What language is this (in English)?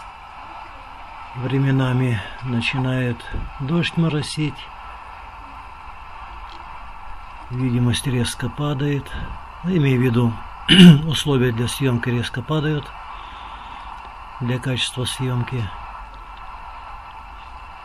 Russian